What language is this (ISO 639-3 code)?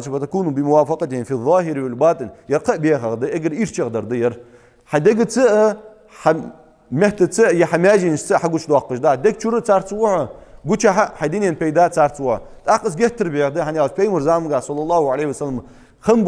inh